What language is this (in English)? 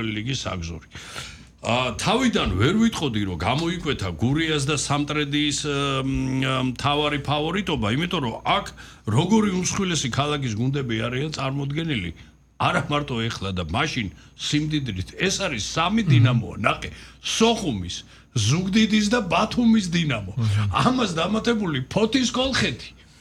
Georgian